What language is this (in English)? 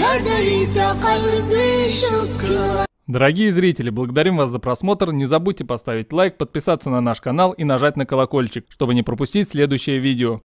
Kumyk